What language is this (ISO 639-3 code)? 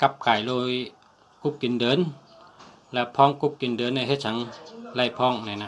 shn